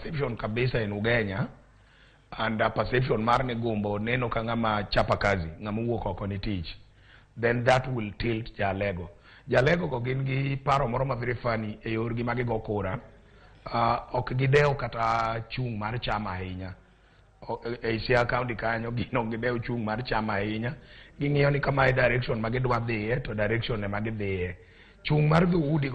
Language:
Luo (Kenya and Tanzania)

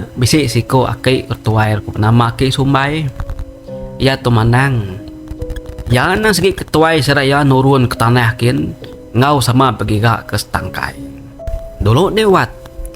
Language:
Iban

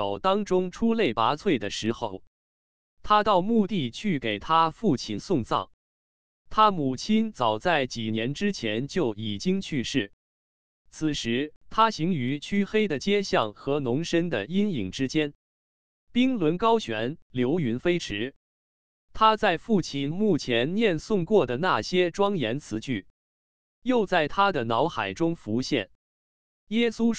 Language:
Chinese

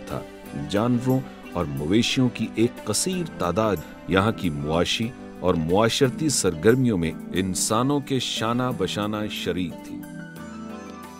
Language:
Urdu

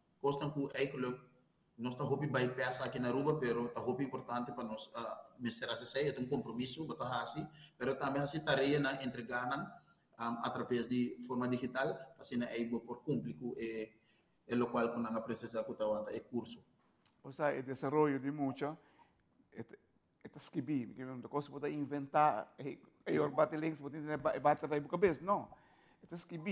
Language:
Papiamento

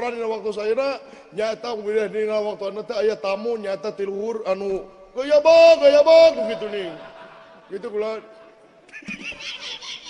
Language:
Sundanese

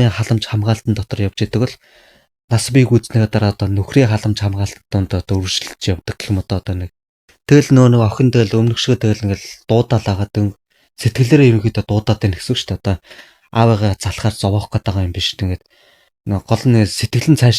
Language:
Mongolian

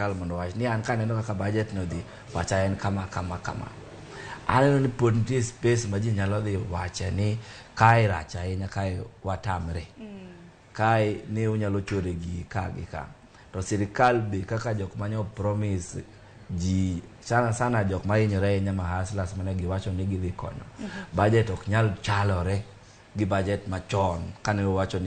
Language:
Luo (Kenya and Tanzania)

